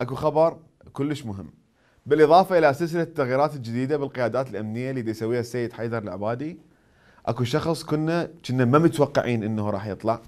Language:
Mesopotamian Arabic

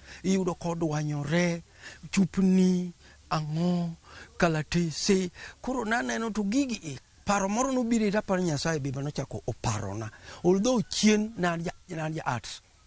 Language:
Luo (Kenya and Tanzania)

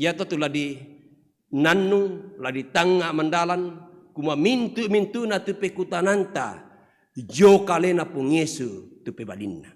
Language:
Toraja-Sa'dan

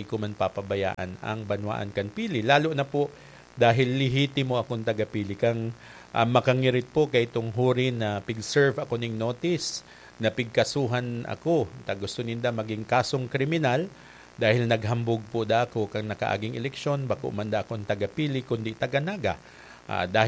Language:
Bikol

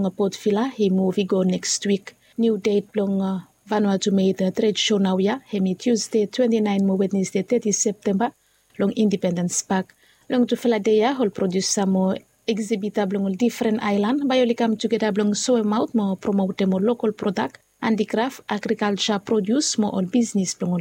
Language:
Bislama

